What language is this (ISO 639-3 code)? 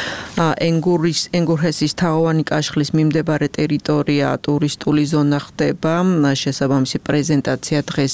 kat